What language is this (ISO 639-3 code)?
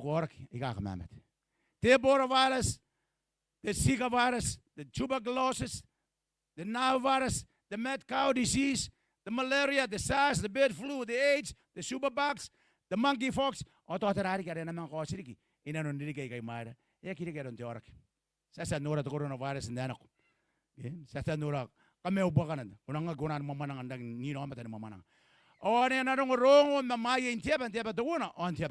gil